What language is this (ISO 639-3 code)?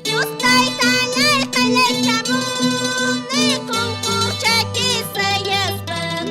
que